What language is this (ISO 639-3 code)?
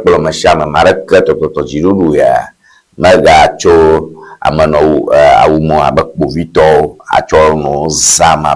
ewe